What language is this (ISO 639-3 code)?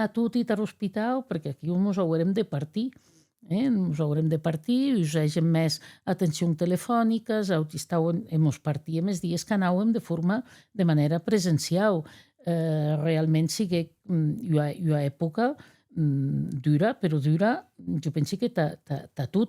oci